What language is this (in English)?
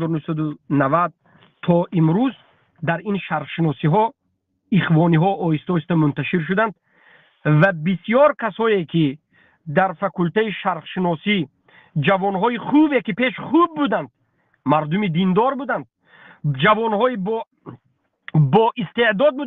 Tajik